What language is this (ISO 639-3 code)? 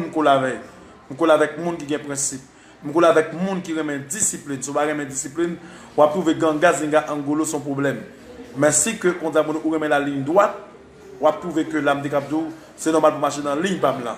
hat